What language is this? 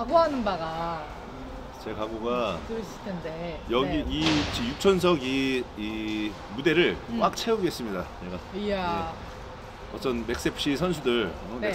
Korean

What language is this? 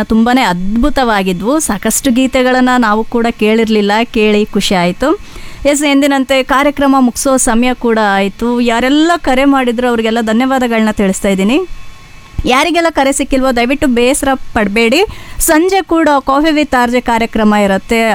Kannada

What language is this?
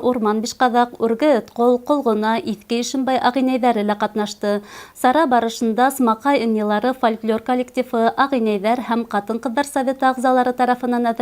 Bashkir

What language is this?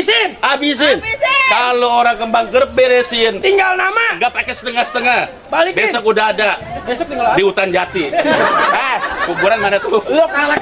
Betawi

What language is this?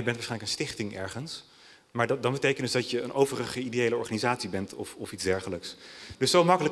Dutch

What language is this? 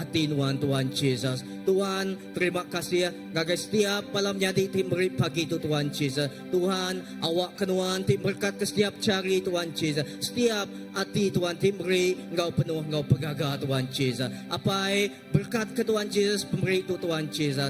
Iban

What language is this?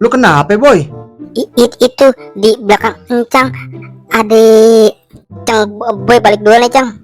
Betawi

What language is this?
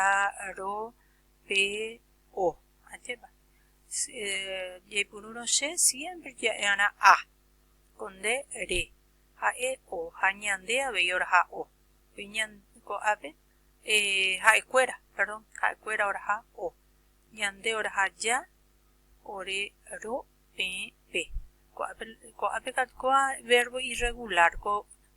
Guarani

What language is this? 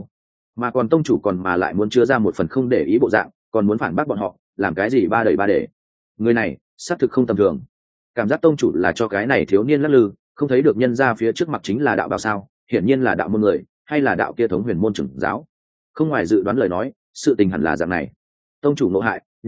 Vietnamese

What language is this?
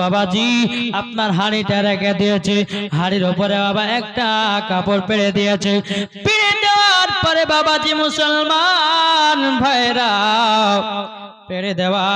Bangla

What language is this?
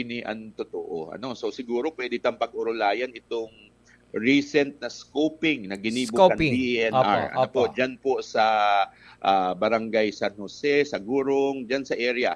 Bikol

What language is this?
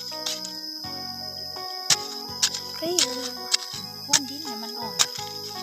Lao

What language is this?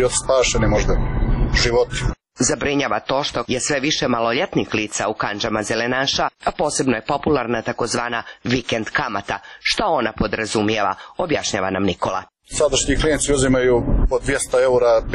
Serbian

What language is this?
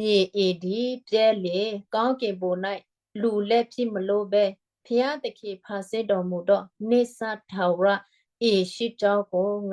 Western Kayah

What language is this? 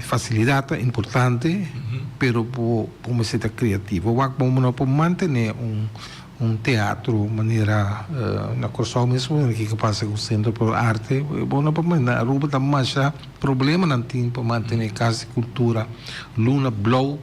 Papiamento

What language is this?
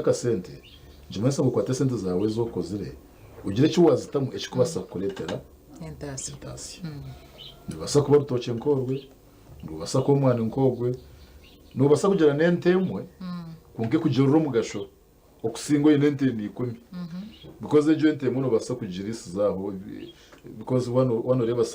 Nyankole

